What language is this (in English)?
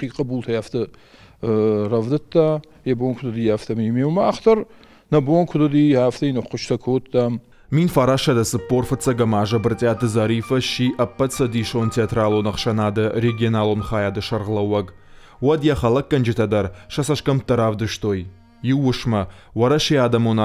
Ossetic